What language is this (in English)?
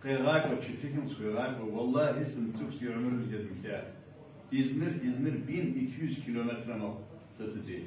Kabardian